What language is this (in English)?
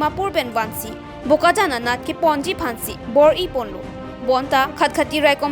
Karbi